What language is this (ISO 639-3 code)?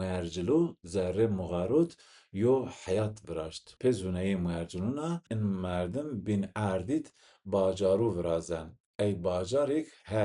zza